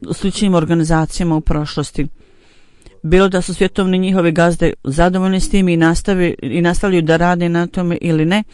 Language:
Bosnian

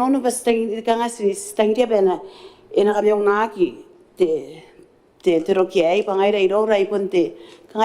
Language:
Gilbertese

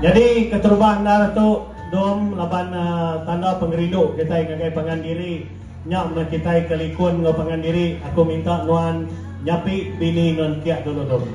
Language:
Iban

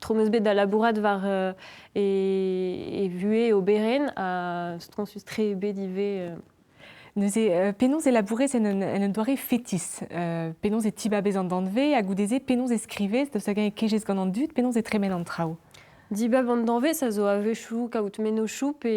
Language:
Breton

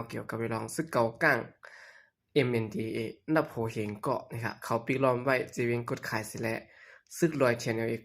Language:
Shan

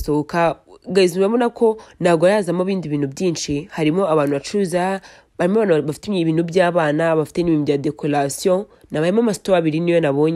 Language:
Kinyarwanda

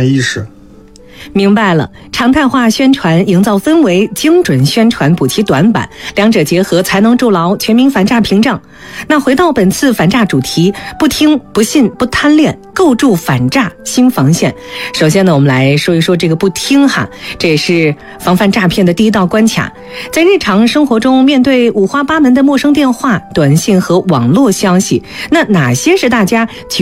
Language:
Chinese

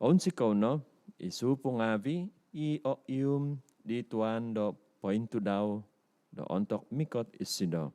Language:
Central Dusun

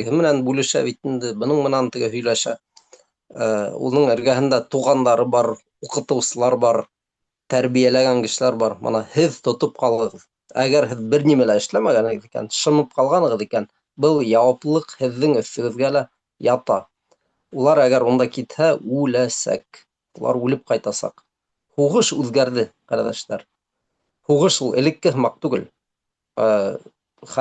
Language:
Bashkir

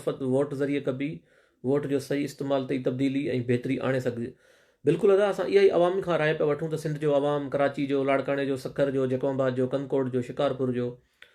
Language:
Sindhi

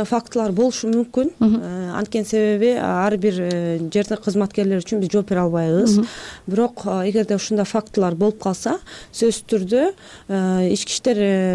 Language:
Kyrgyz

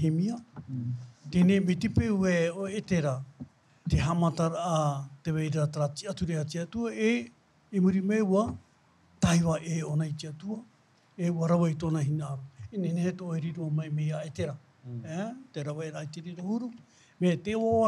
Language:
Tahitian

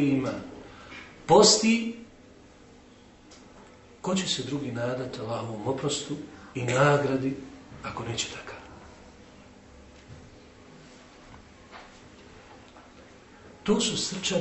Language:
Bosnian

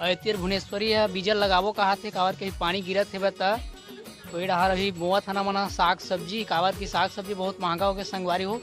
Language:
Chhattisgarhi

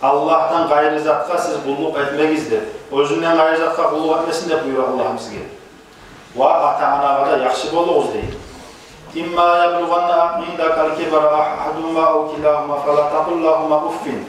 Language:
Kumyk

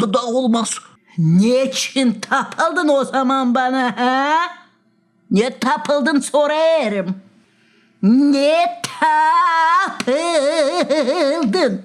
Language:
Gagauz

